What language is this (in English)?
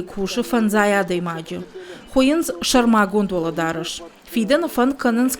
Ossetic